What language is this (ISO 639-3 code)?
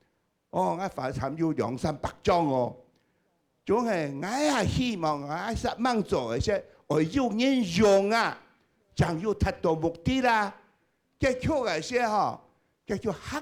hak